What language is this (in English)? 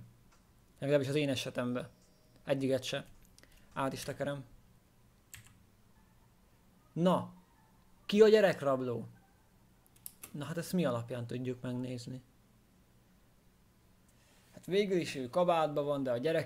Hungarian